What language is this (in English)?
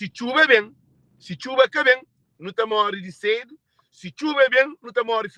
Kabuverdianu